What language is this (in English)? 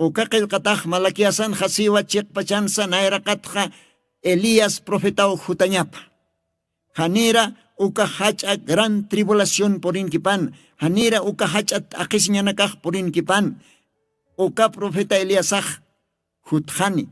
Aymara